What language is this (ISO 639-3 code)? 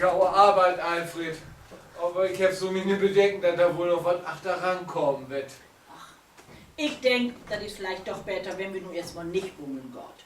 nds